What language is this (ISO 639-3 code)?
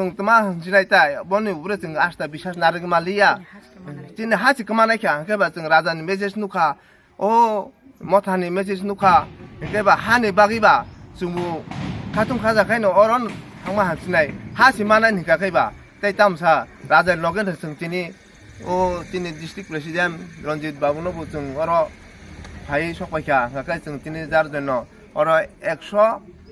trp